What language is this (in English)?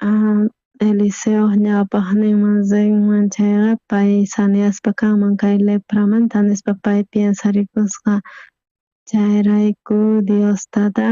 South Bolivian Quechua